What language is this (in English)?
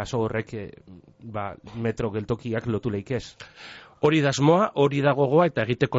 Basque